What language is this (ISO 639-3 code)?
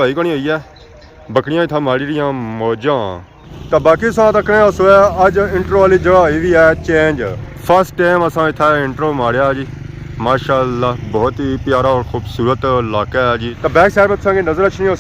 phr